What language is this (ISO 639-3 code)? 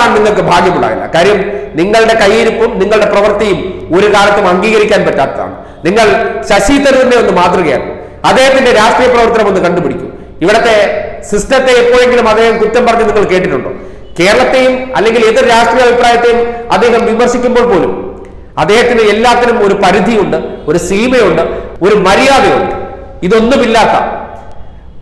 mal